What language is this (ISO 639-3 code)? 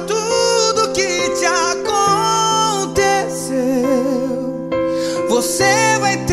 por